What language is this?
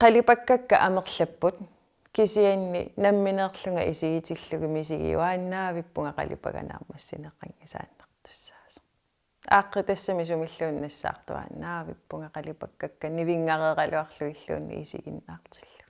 Kalaallisut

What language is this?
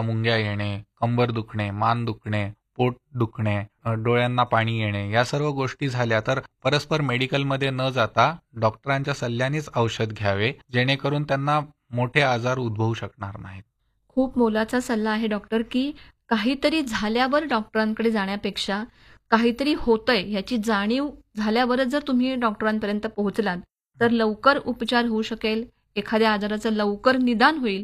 Marathi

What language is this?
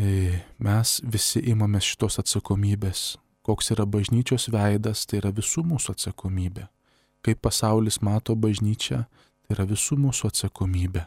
Lithuanian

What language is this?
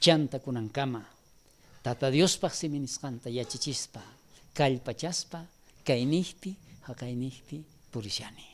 South Bolivian Quechua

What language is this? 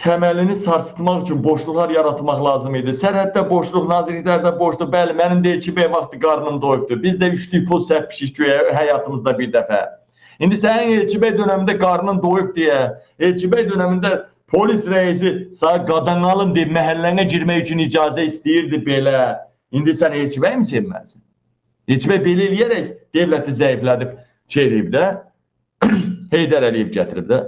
Azerbaijani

